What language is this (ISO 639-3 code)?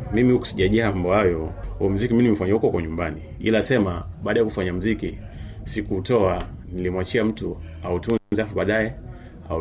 swa